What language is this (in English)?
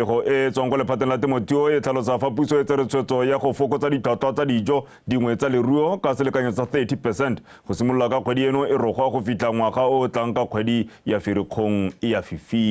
Tswana